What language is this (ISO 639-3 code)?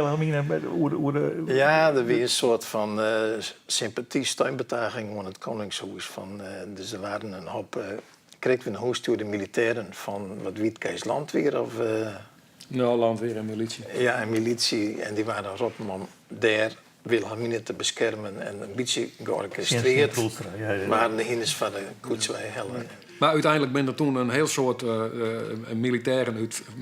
fry